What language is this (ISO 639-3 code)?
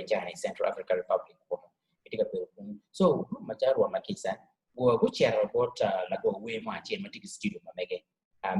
ach